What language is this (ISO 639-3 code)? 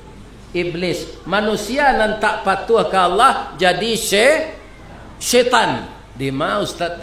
min